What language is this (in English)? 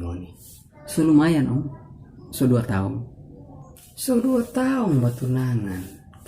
Manado Malay